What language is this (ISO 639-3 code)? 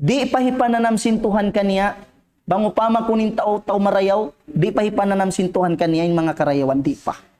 tsg